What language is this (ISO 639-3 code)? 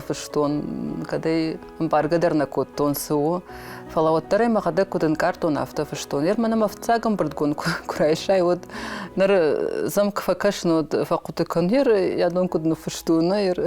oss